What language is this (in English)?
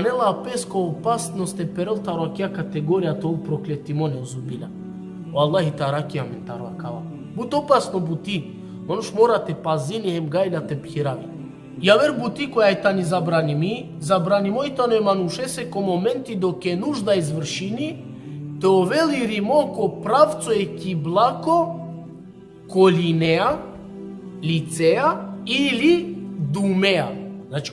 Balkan Romani